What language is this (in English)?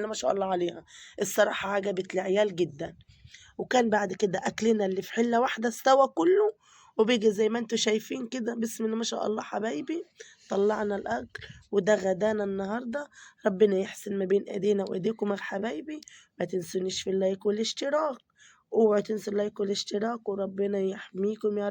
Egyptian Arabic